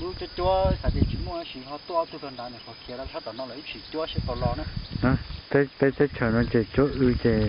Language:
Hmong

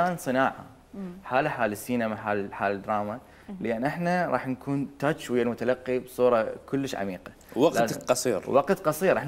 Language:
Mesopotamian Arabic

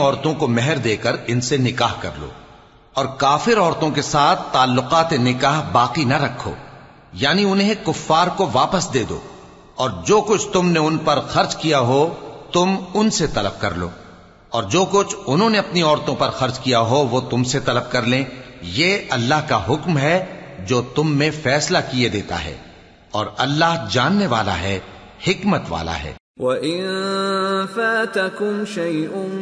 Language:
Urdu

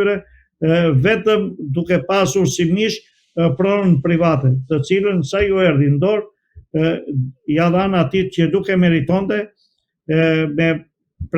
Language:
Albanian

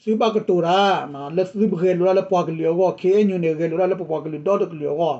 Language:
S'gaw Karen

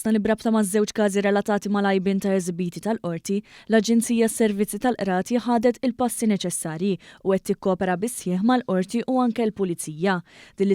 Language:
Maltese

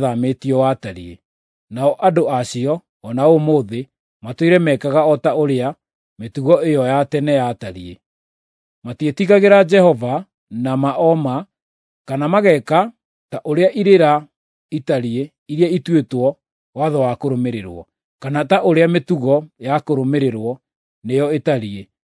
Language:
Kikuyu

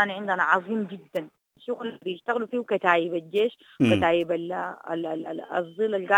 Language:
Sudanese Arabic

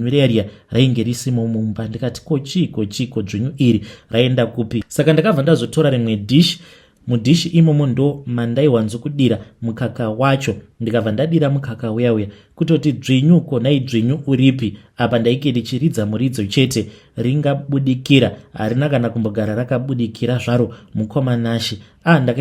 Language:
Shona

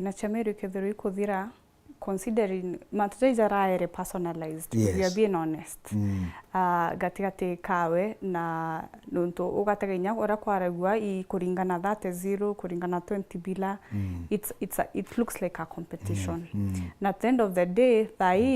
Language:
Meru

